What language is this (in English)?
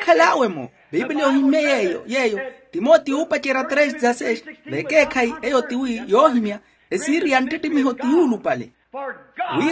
Makhuwa